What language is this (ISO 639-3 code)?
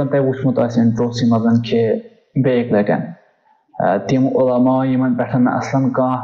kas